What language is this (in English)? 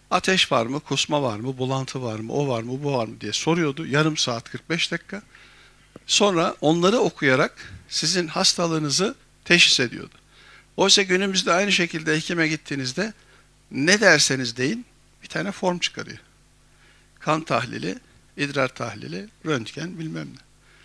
Turkish